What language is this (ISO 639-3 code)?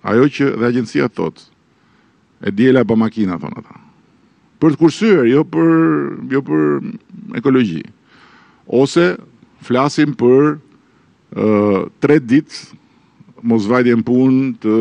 sqi